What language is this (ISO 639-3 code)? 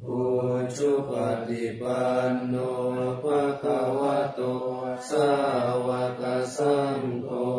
pli